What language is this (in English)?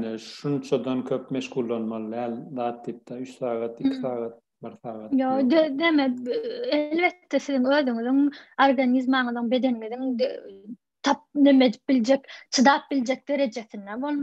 Turkmen